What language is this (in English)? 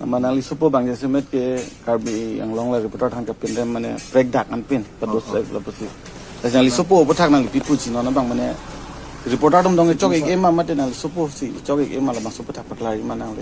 Karbi